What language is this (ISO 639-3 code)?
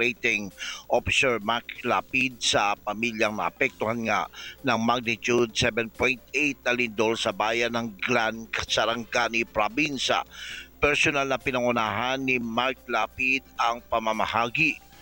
fil